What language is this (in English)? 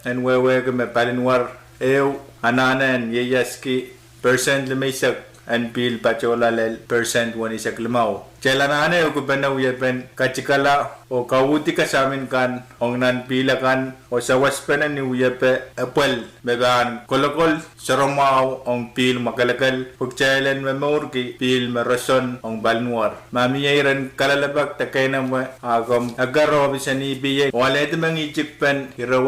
Pohnpeian